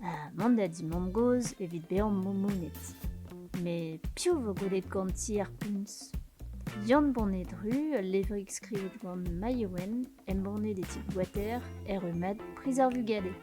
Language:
Breton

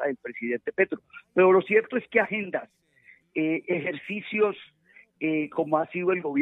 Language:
Spanish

